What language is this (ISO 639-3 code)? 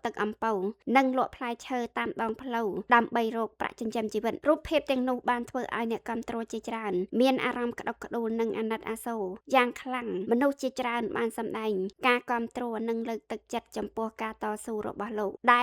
khm